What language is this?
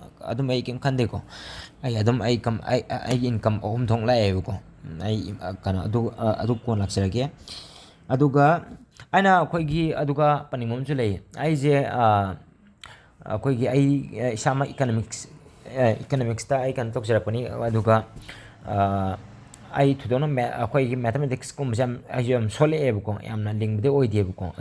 Manipuri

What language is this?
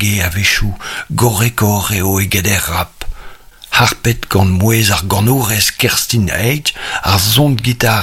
Breton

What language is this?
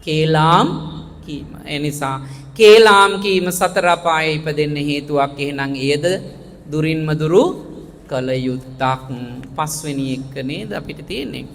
Sinhala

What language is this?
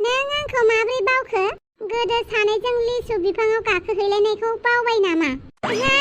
Bodo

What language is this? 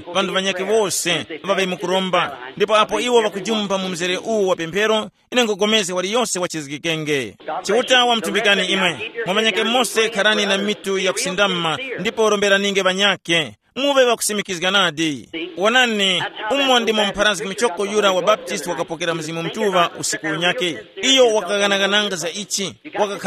Tumbuka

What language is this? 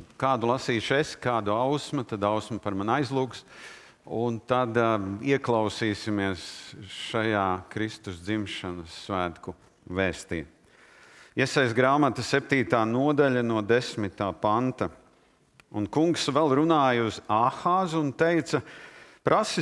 Latvian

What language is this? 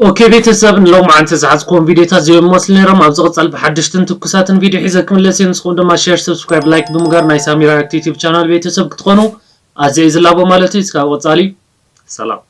Tigrinya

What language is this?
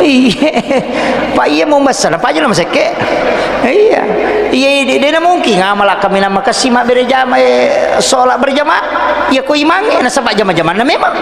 Buginese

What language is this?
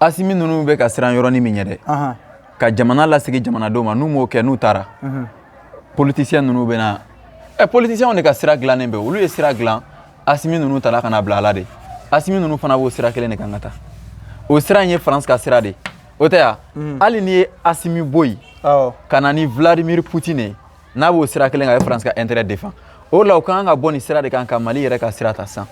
Bambara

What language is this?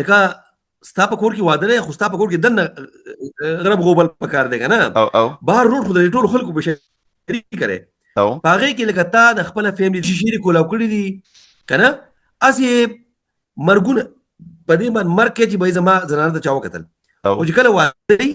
Pashto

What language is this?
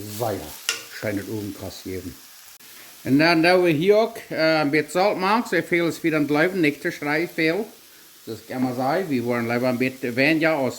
Plautdietsch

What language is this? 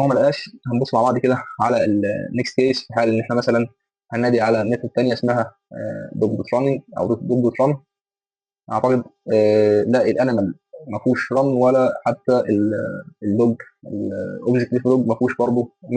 Egyptian Arabic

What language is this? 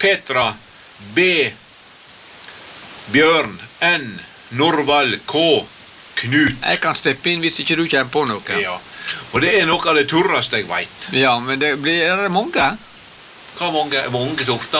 Norwegian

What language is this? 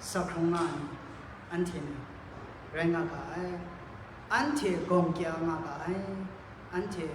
Kachin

